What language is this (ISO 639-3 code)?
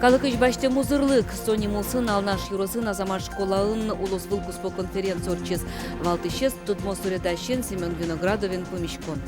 udm